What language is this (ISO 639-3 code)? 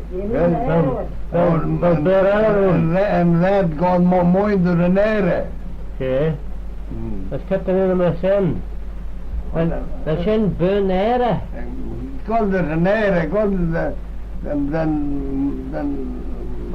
glv